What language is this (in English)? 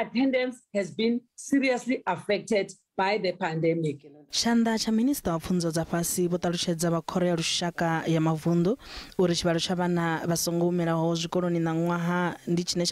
Venda